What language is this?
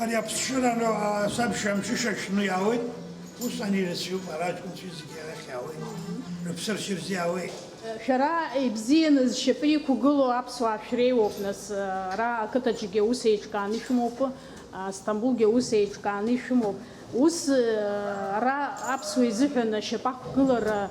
Abkhazian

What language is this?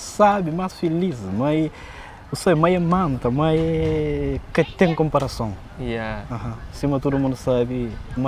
Kabuverdianu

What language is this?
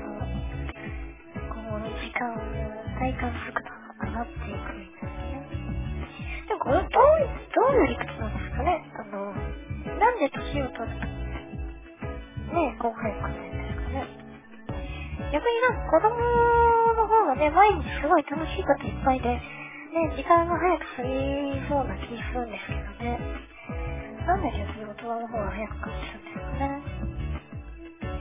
Japanese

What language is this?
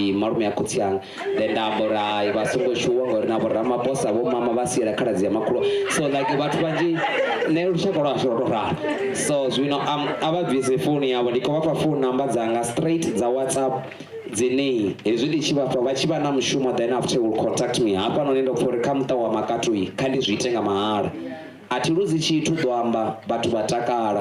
Venda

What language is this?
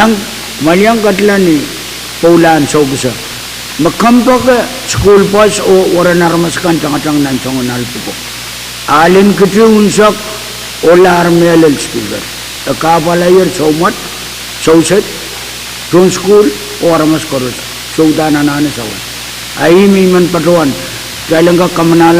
Pohnpeian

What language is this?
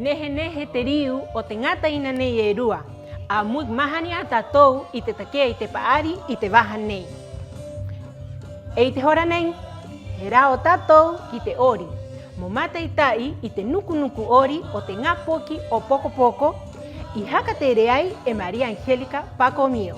Rapanui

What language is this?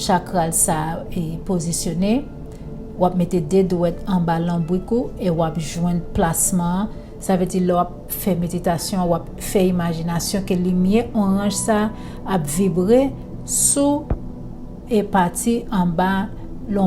Haitian Creole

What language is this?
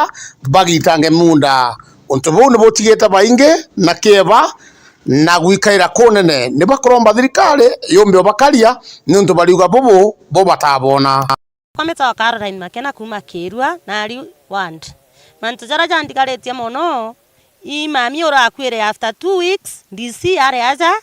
Meru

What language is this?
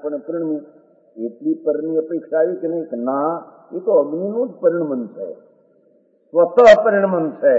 Gujarati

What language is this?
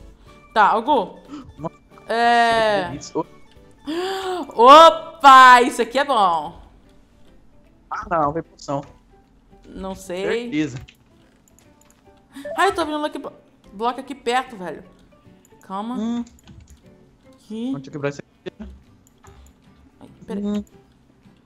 Portuguese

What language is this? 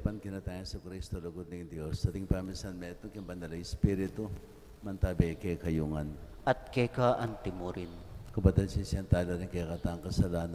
Pampanga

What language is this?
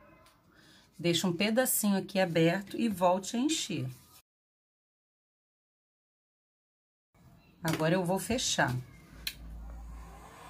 Portuguese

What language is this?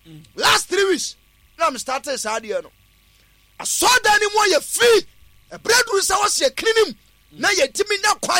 Akan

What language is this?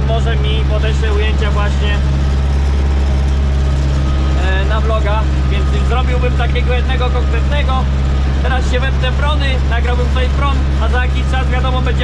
Polish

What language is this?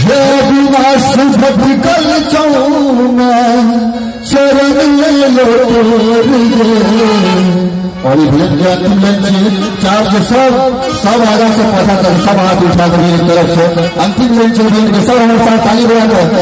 Maithili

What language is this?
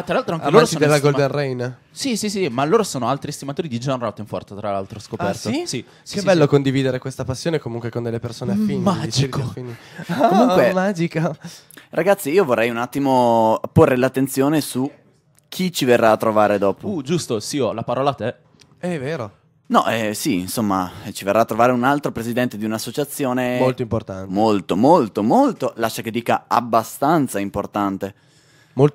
Italian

